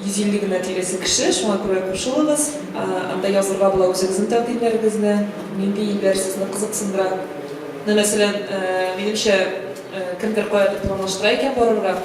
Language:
Tatar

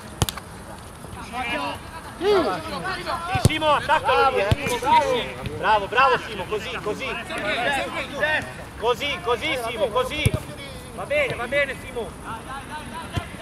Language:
Italian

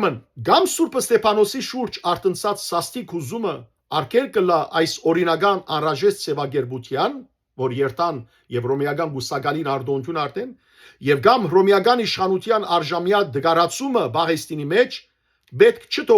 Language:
Western Armenian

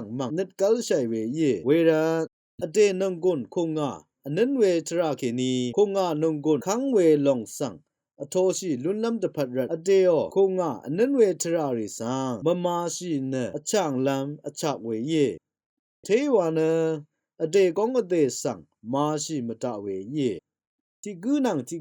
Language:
Rawang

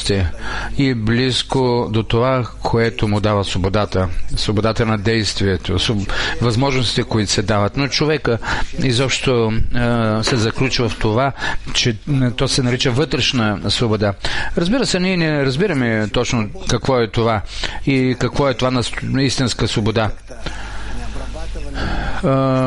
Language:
Bulgarian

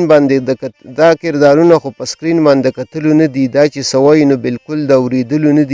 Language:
Pashto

